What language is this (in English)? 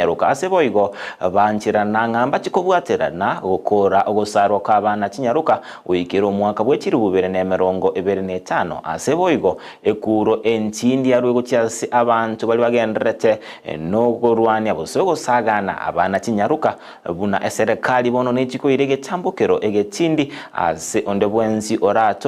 Gusii